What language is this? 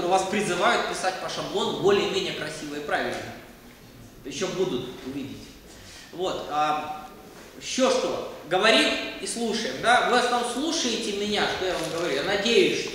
Russian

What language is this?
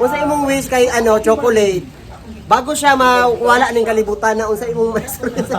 Cebuano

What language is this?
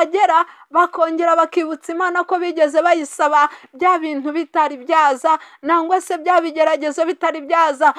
Kinyarwanda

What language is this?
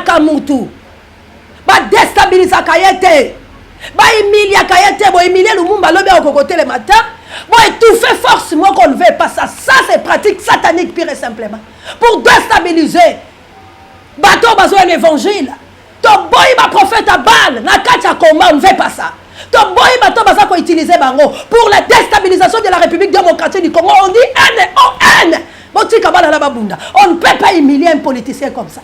Lingala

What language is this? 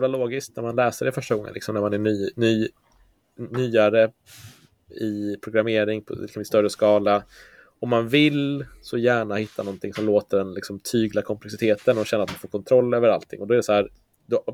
Swedish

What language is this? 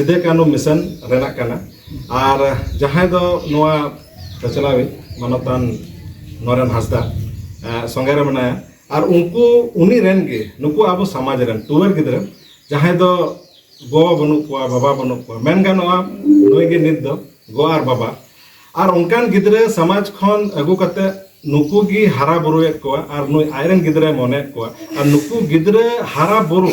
Santali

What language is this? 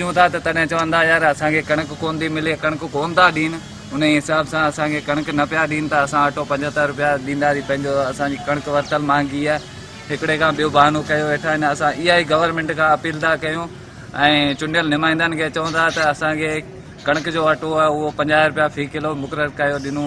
Sindhi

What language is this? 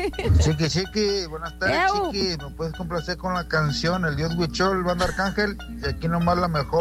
Spanish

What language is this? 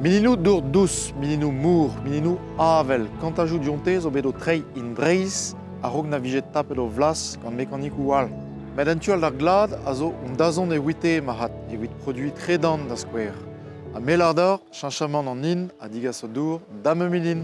Breton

